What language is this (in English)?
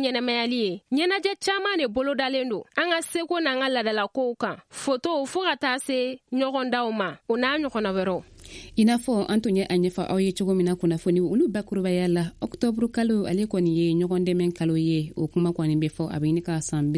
Bambara